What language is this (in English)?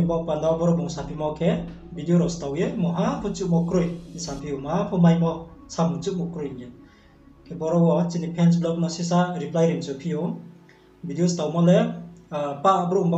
Riang (India)